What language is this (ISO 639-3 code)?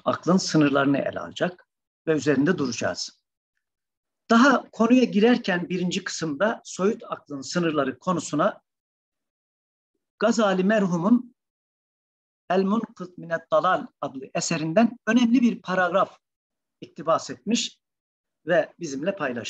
tur